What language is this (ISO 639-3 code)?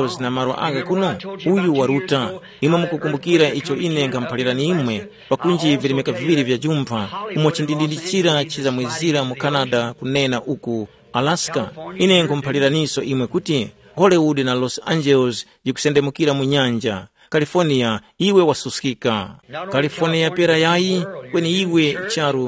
tum